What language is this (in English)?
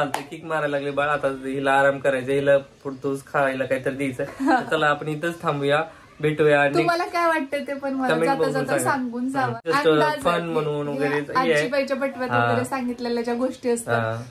Marathi